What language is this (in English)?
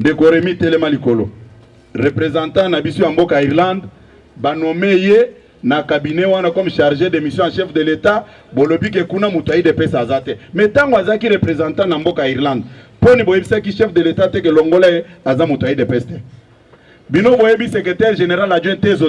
Lingala